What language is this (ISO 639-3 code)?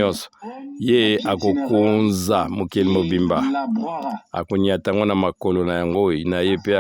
lin